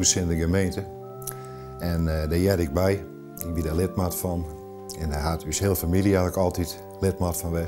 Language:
Western Frisian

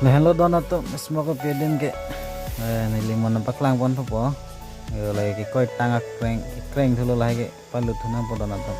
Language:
Karbi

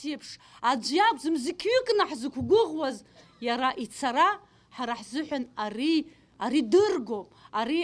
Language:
Abkhazian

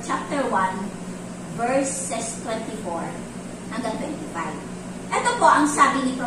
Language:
Filipino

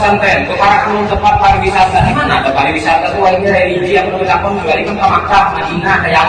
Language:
Banjar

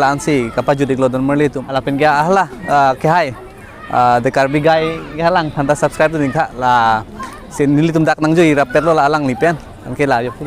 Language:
Karbi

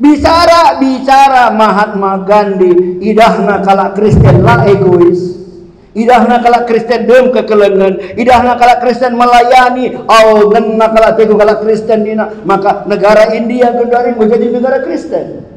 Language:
Batak Karo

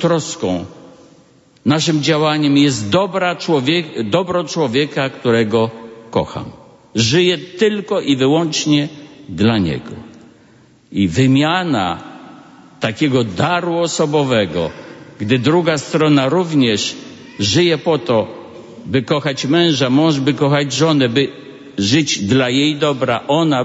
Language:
Polish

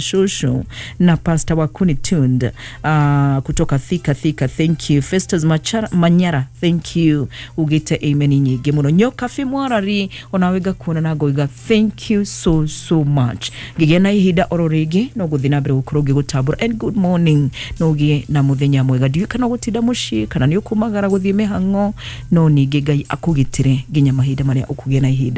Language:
Kikuyu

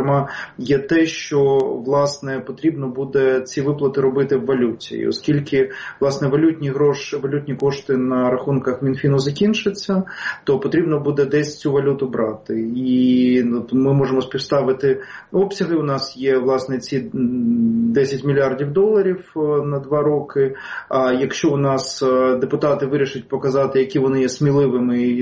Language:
Ukrainian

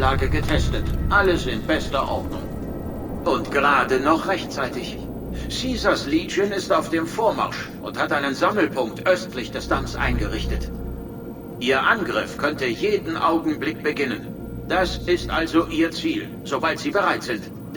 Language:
Bavarian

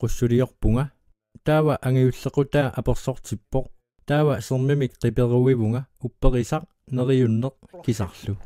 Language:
Kalaallisut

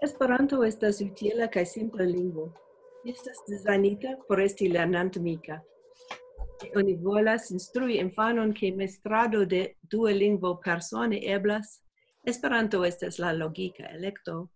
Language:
Esperanto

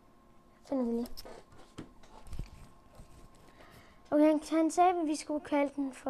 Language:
Danish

